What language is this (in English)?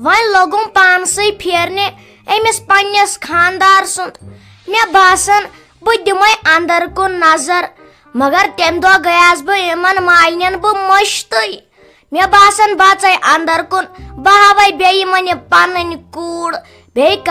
Kashmiri